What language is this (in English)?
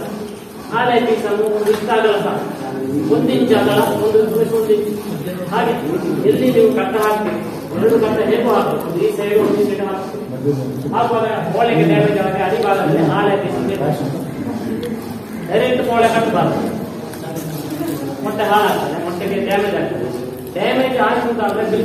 Kannada